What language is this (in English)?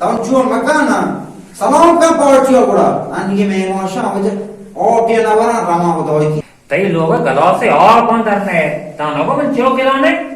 Baluchi